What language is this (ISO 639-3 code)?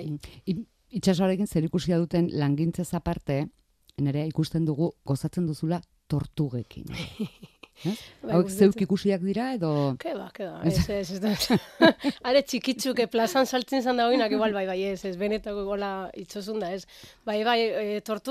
eus